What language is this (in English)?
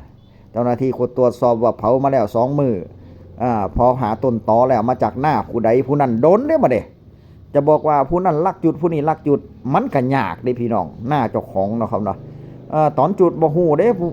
Northeastern Thai